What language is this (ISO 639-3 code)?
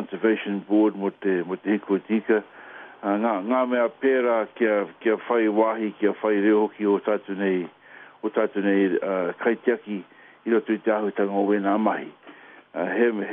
mri